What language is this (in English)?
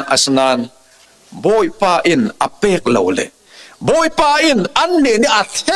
Falam Chin